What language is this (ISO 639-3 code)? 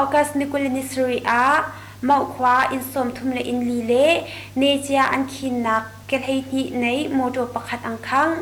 cnh